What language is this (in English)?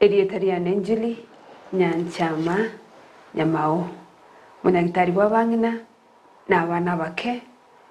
Gusii